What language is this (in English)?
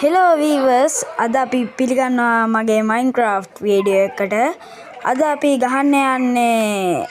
Sinhala